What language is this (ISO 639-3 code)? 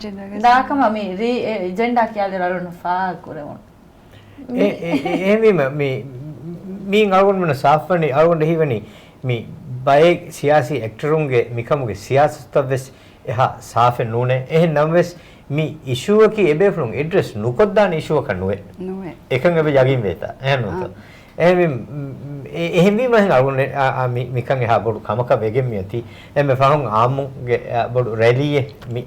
div